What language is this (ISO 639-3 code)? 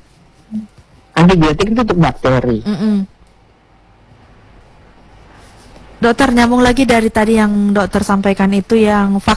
ind